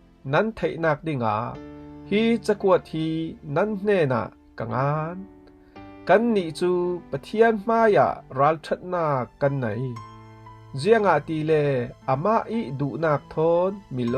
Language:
Falam Chin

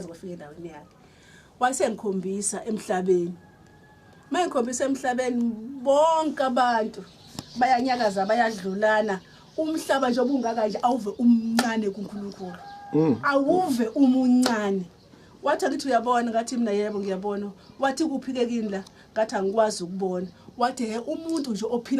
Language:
Zulu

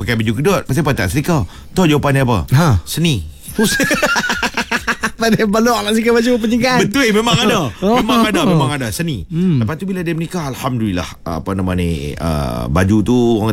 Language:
Malay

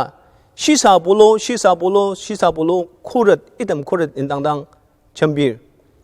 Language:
Ao Naga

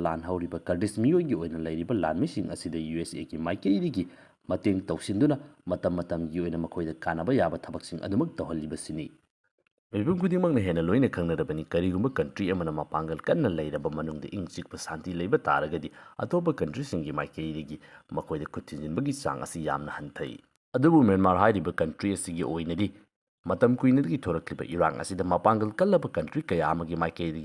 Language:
Manipuri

